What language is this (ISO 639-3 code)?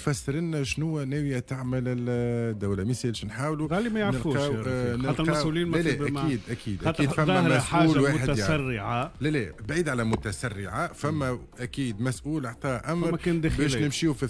aeb